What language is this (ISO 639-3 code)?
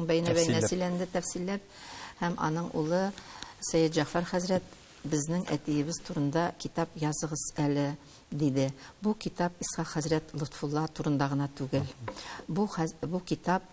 tat